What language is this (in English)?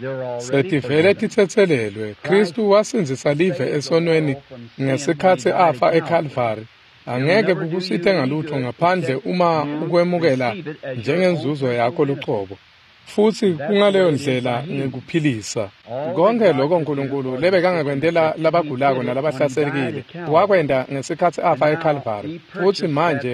Swati